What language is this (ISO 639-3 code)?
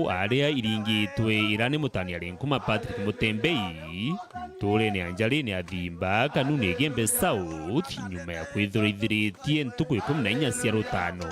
mer